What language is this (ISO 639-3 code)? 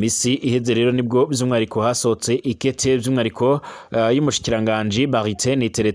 run